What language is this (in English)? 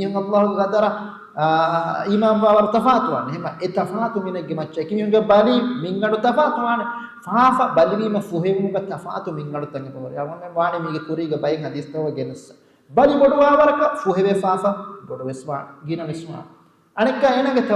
Divehi